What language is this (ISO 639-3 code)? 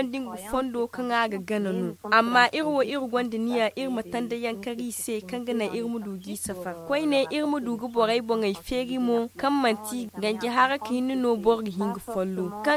dje